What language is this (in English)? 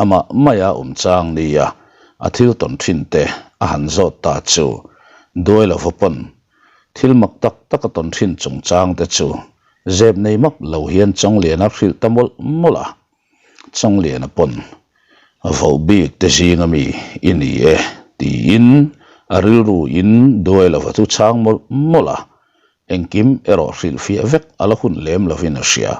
Mizo